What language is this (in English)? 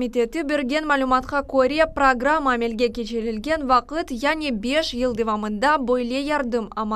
Crimean Tatar